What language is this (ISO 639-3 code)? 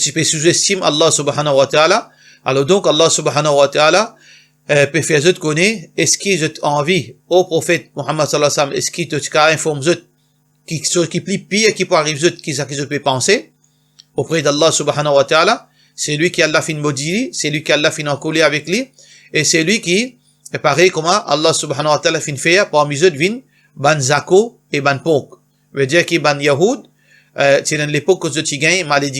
mfe